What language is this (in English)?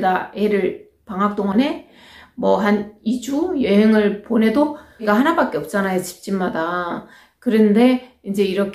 Korean